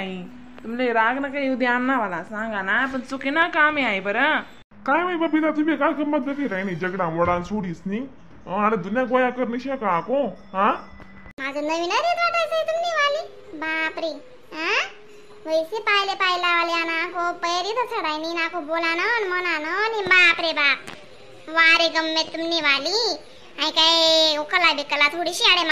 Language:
Khandesi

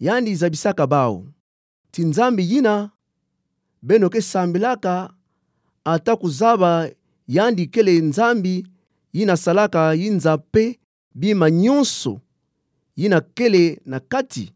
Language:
Kituba (Democratic Republic of Congo)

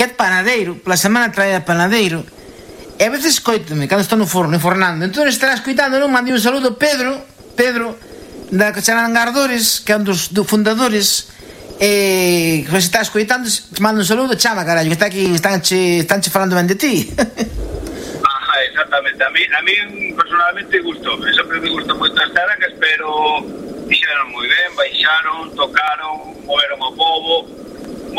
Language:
Galician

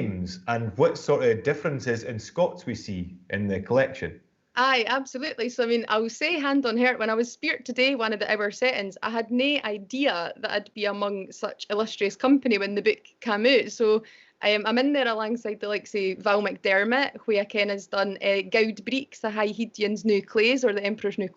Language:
Scots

